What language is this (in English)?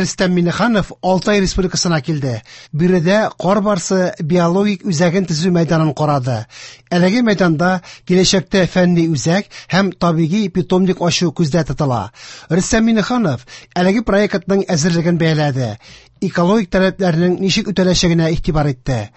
Tatar